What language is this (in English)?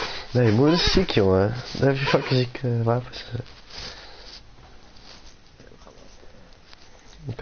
Dutch